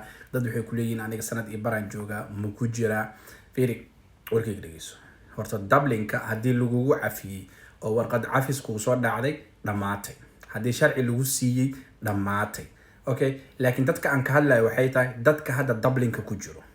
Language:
Somali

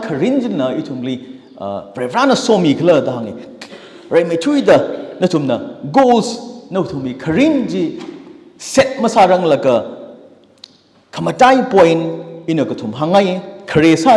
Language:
Tangkhul Naga (India)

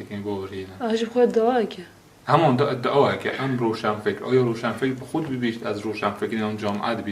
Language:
Kurdish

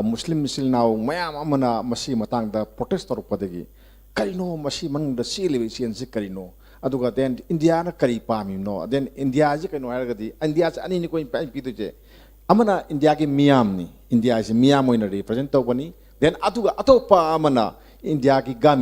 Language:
Manipuri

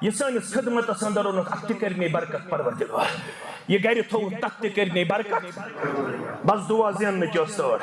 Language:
Kashmiri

